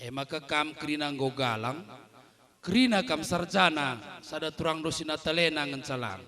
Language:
Batak Karo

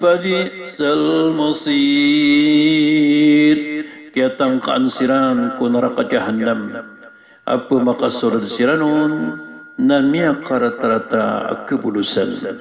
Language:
Maranao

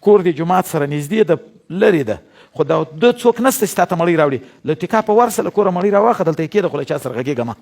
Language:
Pashto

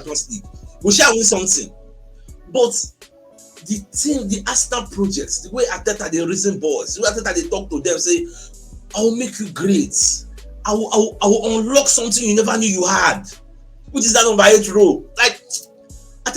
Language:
Nigerian Pidgin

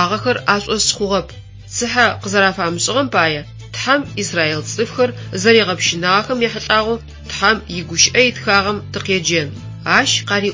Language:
Adyghe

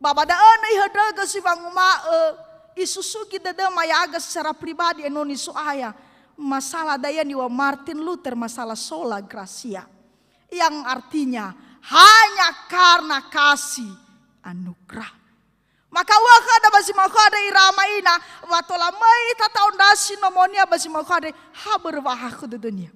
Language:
Nias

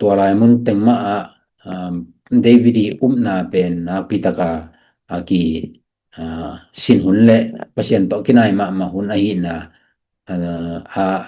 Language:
Tedim Chin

